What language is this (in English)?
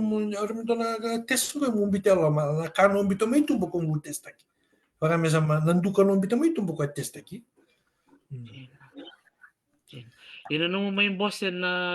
Fijian